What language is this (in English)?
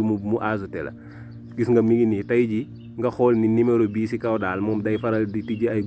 Wolof